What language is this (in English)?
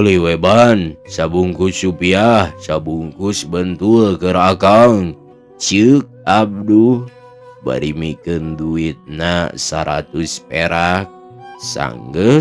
Sundanese